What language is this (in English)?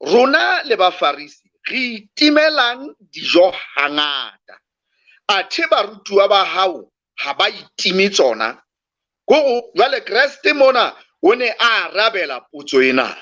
Southern Sotho